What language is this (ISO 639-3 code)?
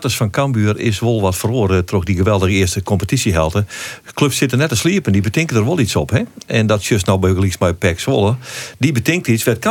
fry